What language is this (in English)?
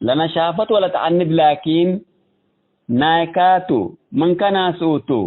Tigre